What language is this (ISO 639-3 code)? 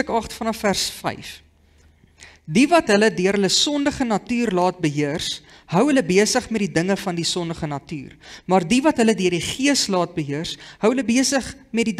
afr